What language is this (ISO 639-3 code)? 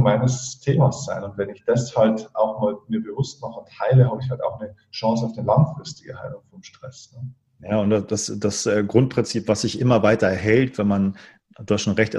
deu